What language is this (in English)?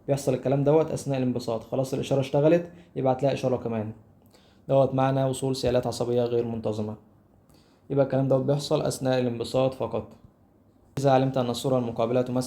Egyptian Arabic